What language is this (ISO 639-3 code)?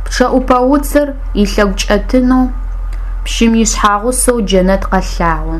ady